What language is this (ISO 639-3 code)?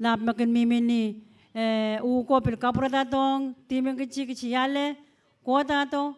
pon